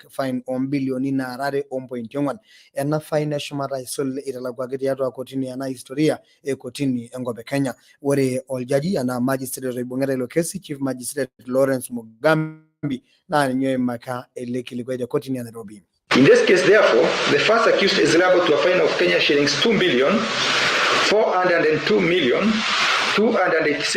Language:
Masai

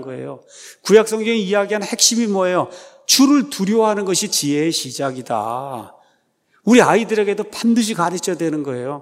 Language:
Korean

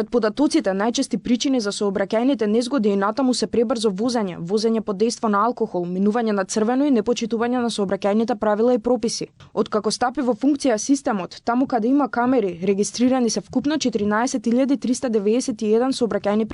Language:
Macedonian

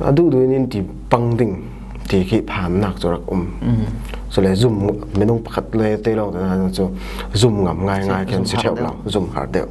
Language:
Falam Chin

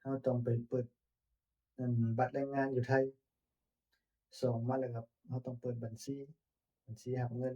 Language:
Lao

